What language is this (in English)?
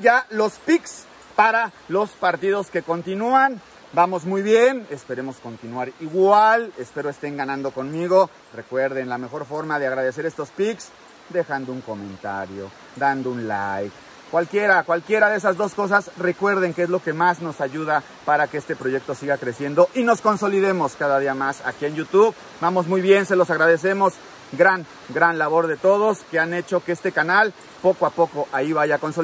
Spanish